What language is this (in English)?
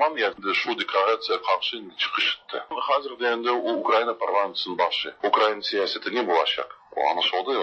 Tatar